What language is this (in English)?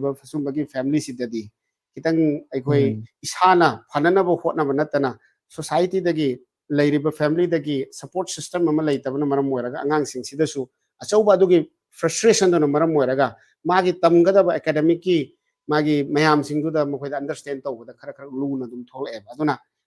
Manipuri